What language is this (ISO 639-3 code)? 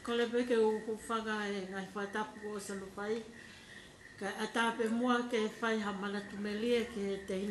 ton